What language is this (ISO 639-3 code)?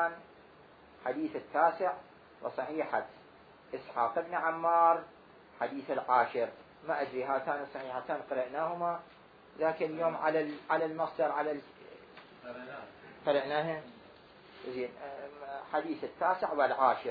acm